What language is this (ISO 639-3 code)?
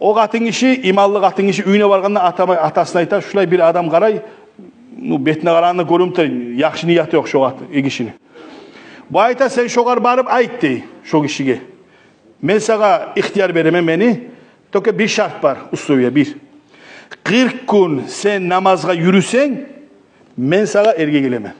kum